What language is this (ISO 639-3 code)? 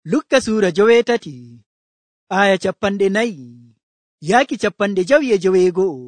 fuv